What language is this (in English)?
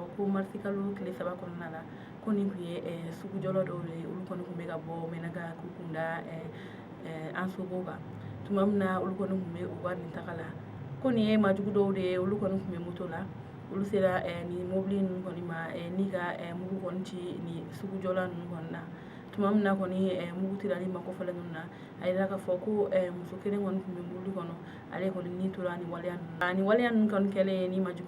Bambara